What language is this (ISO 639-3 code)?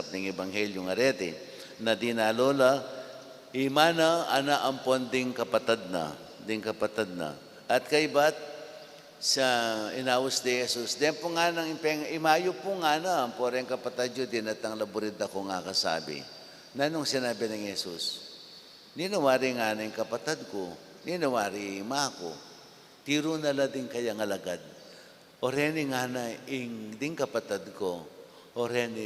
pam